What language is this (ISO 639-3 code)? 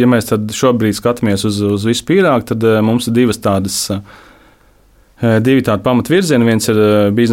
lav